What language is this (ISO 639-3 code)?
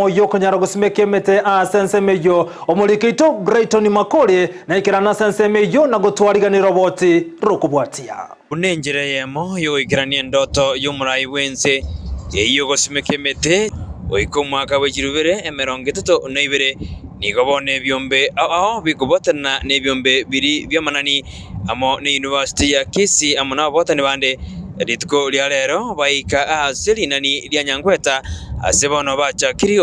guz